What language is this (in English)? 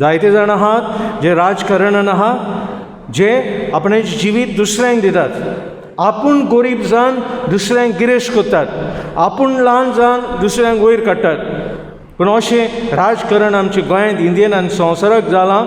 Konkani